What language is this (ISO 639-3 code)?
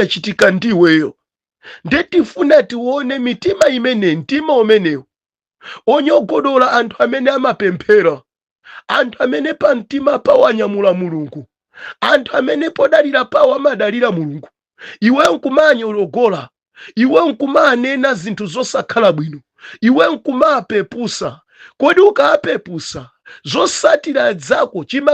nya